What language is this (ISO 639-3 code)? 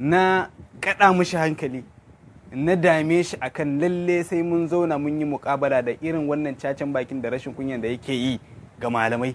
hau